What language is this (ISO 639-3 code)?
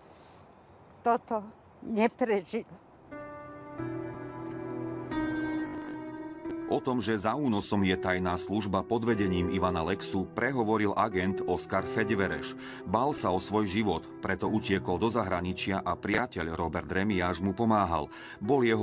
slk